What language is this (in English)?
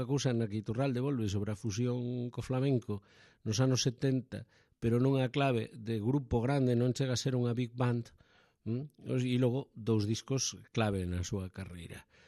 Galician